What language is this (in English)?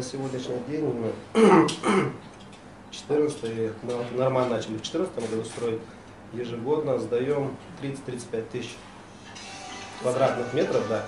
Russian